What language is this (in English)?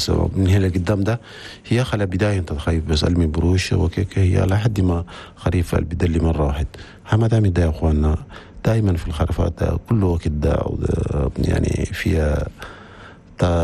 Chadian Arabic